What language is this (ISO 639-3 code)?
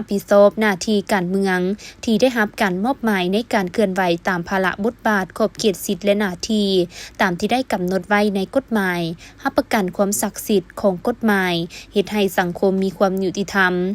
lao